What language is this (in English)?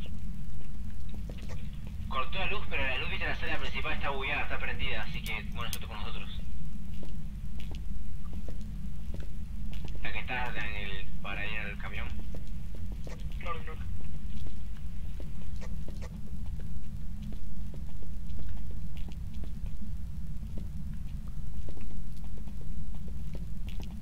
Spanish